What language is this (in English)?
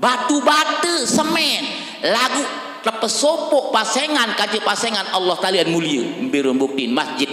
Sasak